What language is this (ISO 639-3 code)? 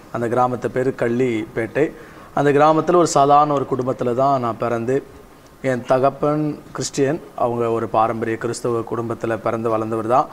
tam